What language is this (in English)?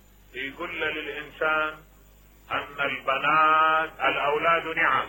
Mesopotamian Arabic